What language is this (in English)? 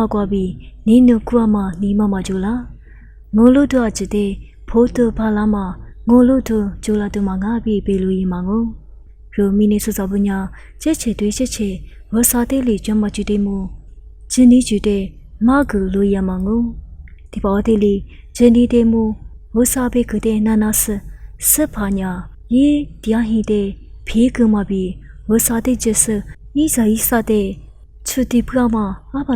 Lisu